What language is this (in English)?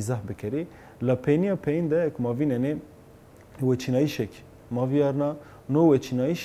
Zaza